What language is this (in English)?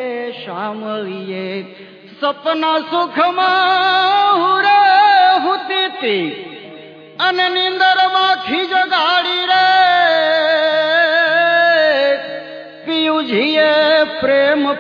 Gujarati